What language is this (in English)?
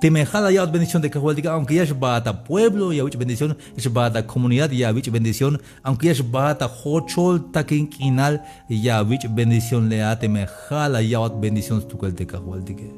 Tzeltal